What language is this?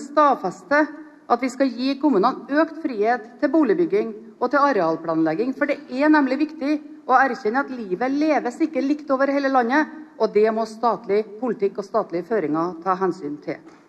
Norwegian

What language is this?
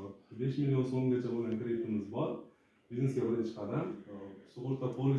Uzbek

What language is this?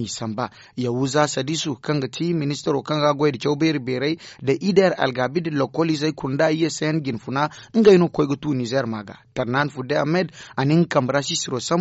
Zarma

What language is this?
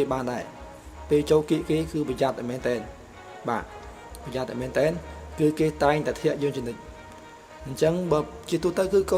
Khmer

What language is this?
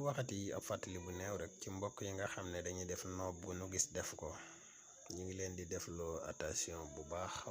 Wolof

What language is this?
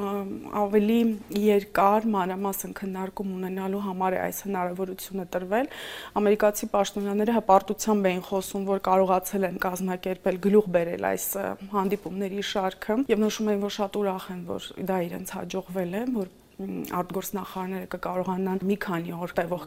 Armenian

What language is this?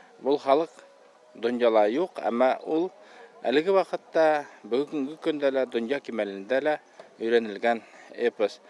Bashkir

